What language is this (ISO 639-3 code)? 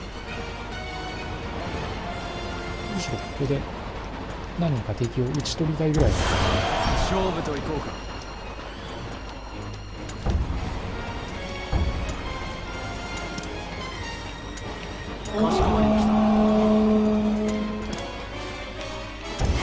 jpn